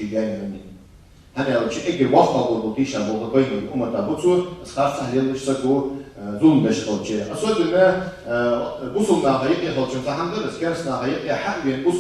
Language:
Ingush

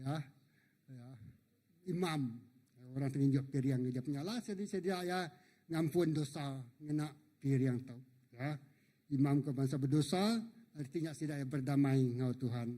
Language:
Iban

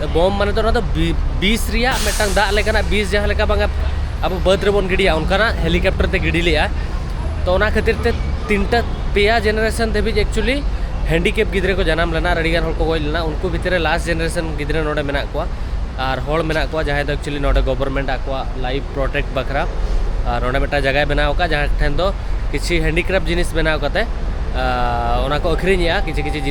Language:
Santali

